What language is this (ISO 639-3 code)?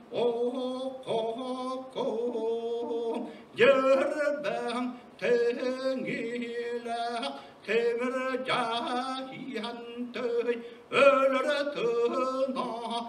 sah